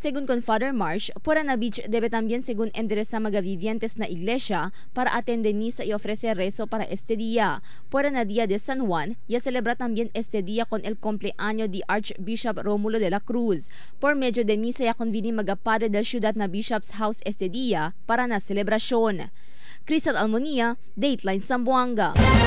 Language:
Chavacano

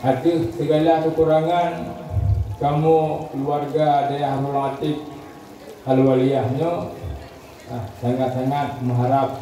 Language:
Achinese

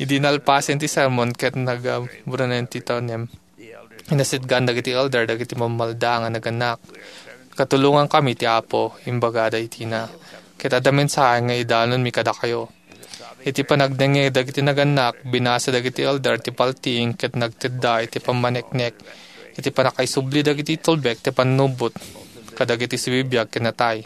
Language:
Iloko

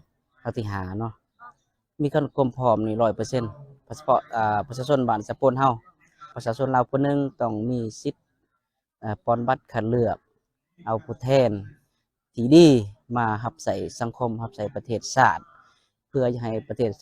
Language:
Lao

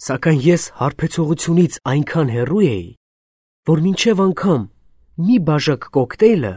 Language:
Armenian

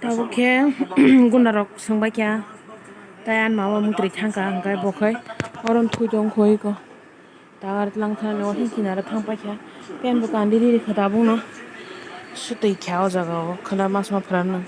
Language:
Kok Borok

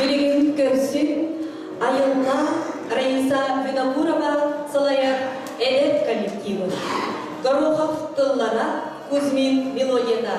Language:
Yakut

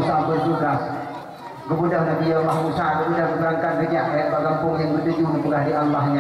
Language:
Achinese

